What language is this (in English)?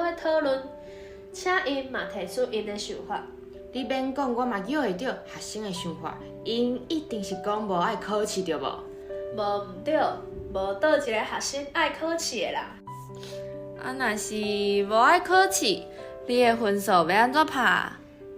Min Nan Chinese